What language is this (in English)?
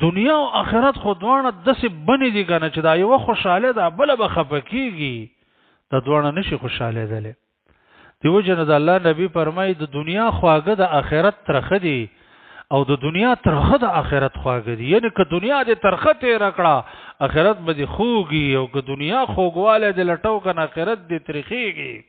Pashto